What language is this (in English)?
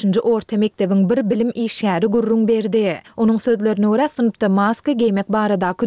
Turkmen